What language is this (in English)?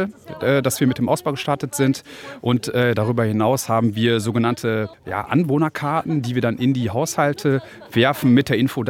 German